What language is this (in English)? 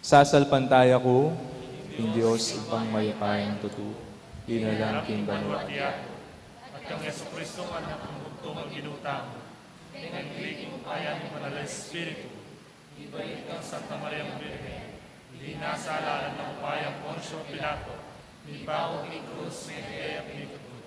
Pampanga